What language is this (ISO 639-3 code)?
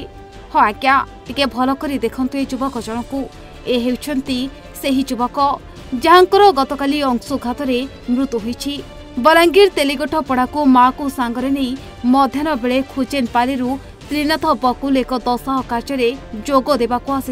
ori